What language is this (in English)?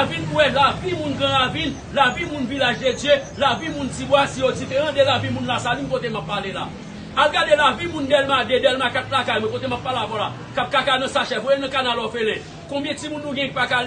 Haitian Creole